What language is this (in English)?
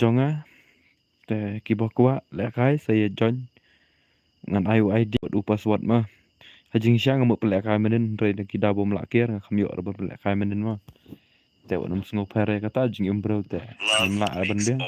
Khasi